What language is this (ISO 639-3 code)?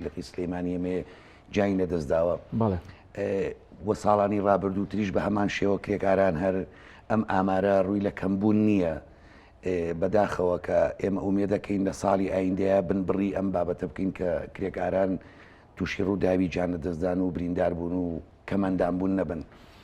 ckb